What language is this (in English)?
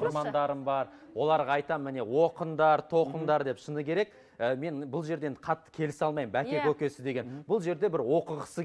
Kazakh